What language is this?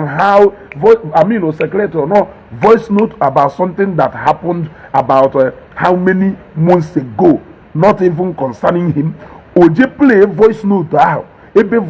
Igbo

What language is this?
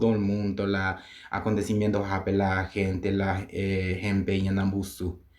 Guarani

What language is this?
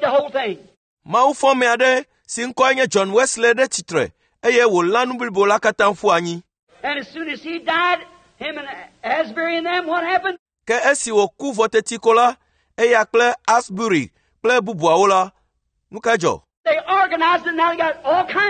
Ewe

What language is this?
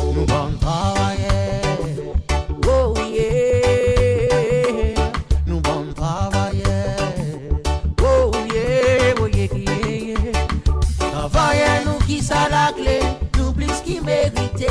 Seselwa Creole French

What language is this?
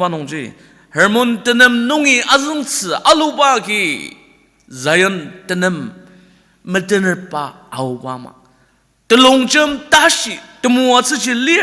Ao Naga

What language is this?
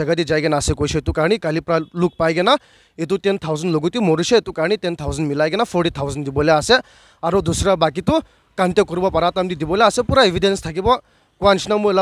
Naga Pidgin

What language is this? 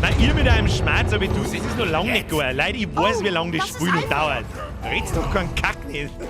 Bavarian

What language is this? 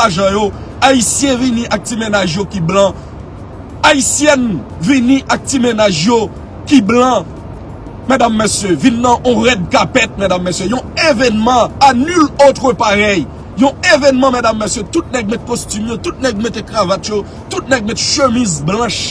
Haitian Creole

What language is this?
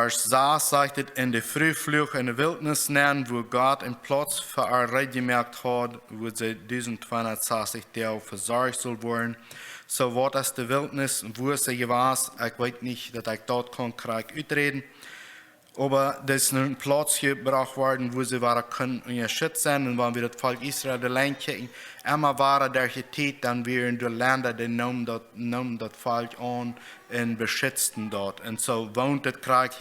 Plautdietsch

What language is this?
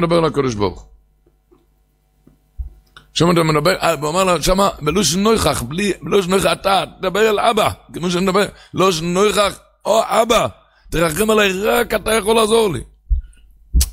Hebrew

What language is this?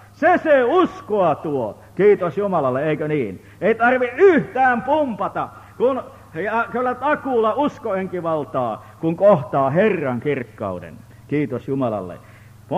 Finnish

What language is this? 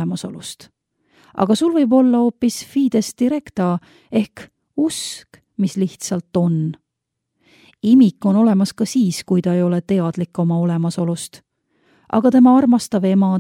Estonian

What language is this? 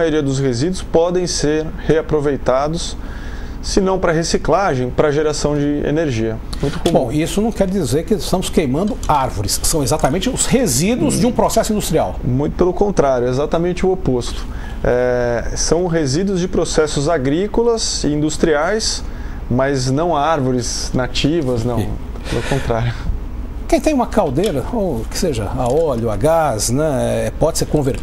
Portuguese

